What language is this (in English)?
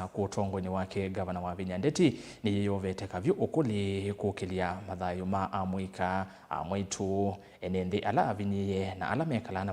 Kamba